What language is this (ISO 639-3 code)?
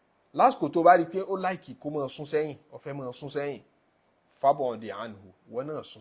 yor